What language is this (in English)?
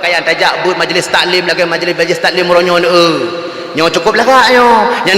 Achinese